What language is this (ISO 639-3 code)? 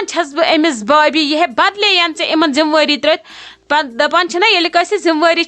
kas